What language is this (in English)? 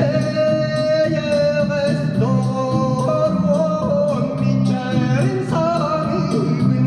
Yakut